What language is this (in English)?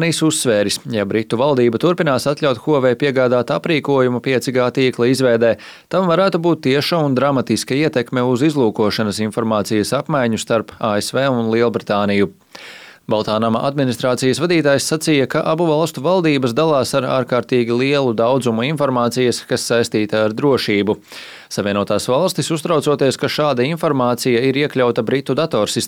Latvian